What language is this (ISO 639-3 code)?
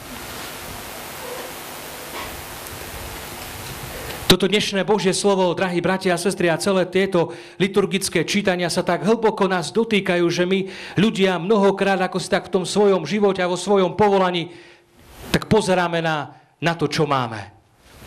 slk